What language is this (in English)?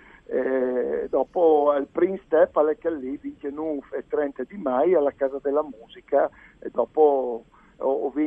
Friulian